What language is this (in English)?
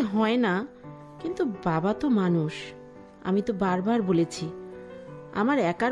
Bangla